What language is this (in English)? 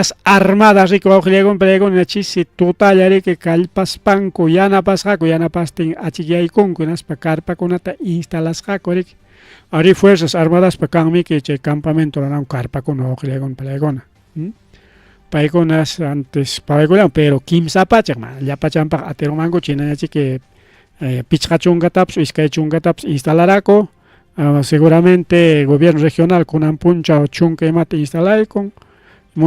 Ayacucho Quechua